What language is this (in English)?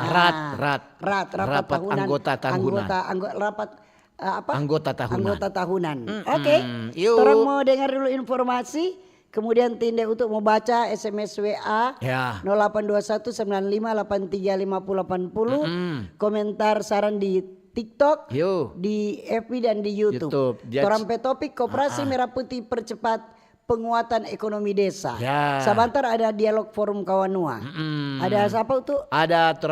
Manado Malay